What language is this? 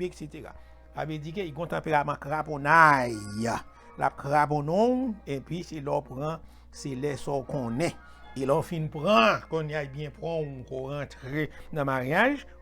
Haitian Creole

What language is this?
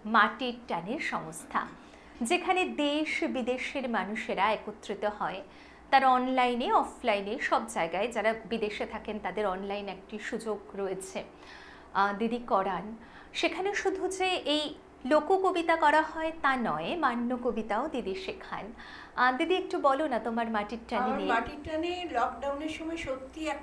Bangla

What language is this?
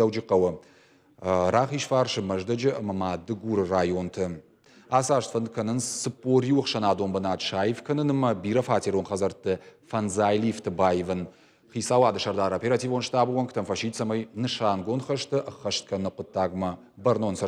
Ossetic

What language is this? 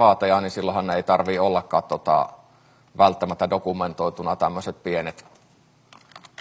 Finnish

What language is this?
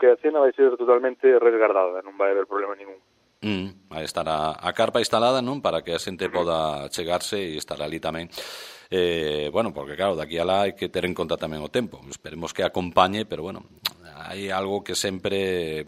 Galician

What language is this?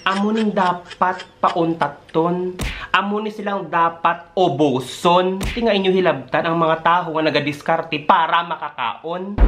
Hiligaynon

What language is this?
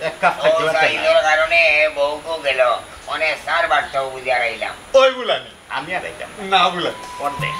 Sylheti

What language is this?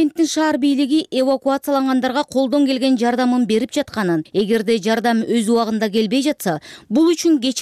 Kyrgyz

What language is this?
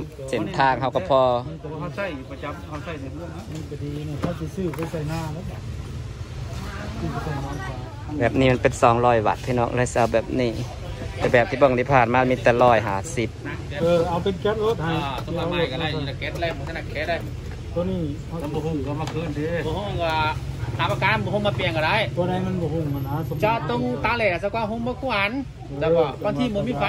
Thai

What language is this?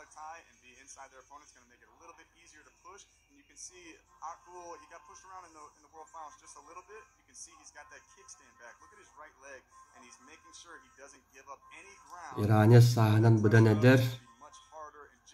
Yakut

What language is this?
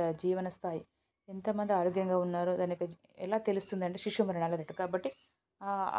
Telugu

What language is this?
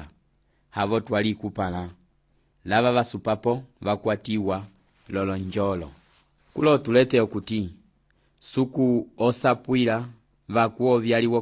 Umbundu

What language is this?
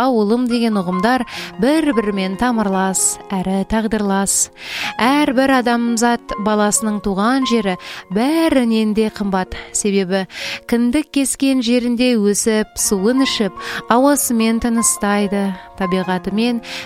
Kazakh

